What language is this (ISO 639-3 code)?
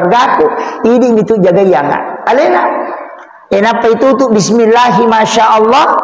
bug